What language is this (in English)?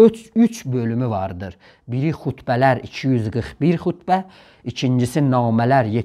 South Azerbaijani